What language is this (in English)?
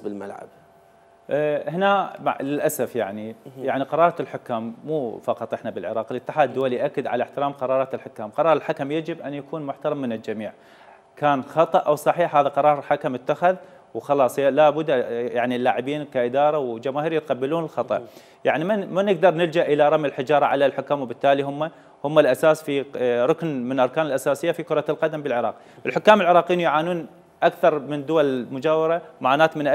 Mesopotamian Arabic